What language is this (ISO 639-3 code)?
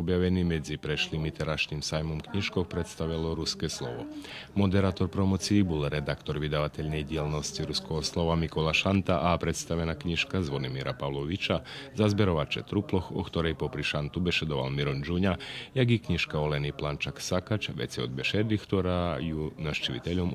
rue